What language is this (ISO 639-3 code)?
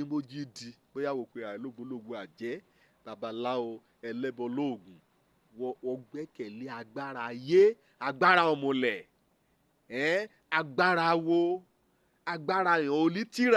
yor